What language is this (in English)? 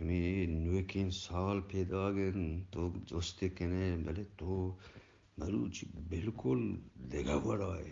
Eastern Balochi